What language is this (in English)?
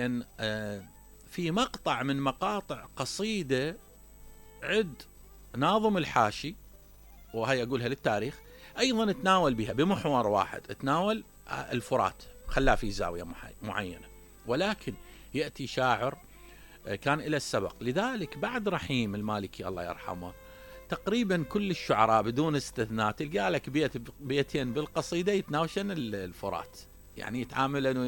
Mesopotamian Arabic